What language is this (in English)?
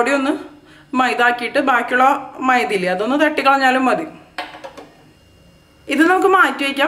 Malayalam